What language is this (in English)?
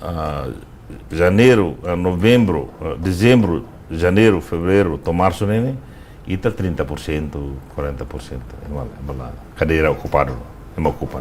Tetum